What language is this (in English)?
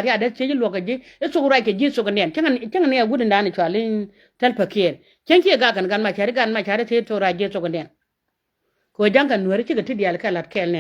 Nuer